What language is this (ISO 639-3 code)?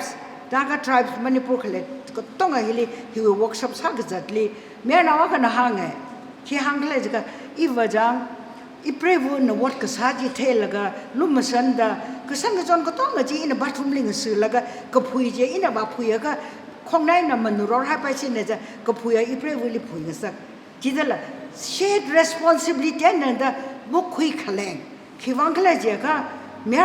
nmf